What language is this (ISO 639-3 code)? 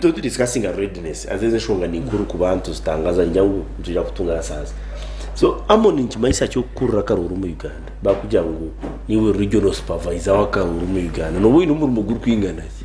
nyn